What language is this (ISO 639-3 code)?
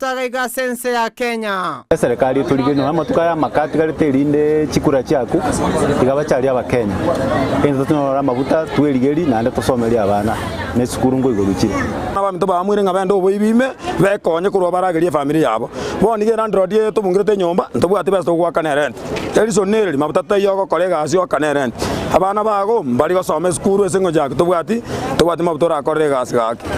guz